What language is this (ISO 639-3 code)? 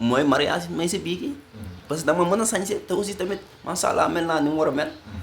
wol